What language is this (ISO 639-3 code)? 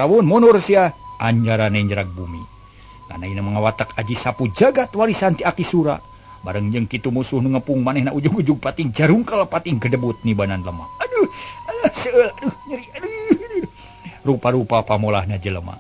sun